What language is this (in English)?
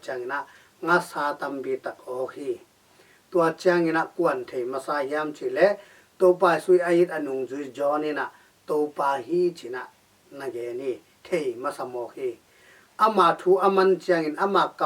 Tedim Chin